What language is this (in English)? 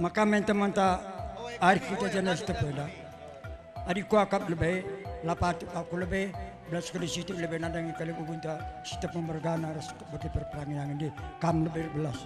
Batak Karo